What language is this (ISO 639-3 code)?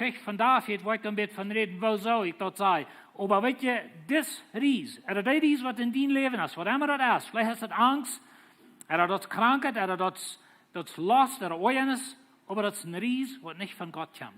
pdt